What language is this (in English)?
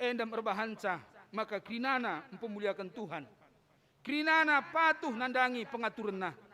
Batak Karo